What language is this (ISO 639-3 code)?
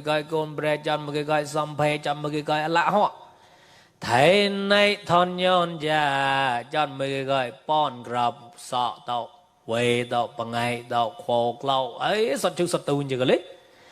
mnw